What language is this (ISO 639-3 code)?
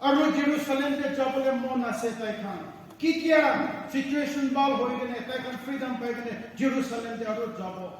nag